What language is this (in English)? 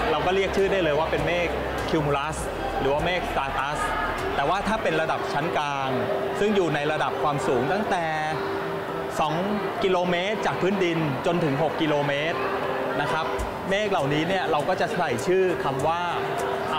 Thai